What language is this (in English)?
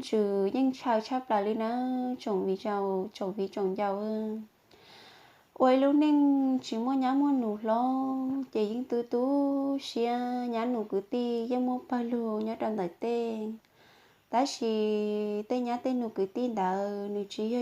Hmong